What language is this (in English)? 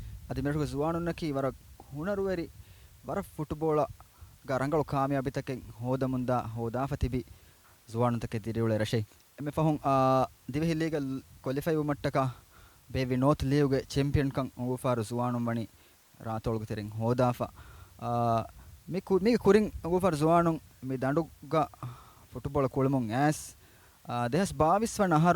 Divehi